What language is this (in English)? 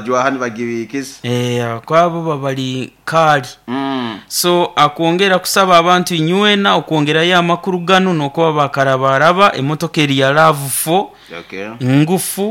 Nyoro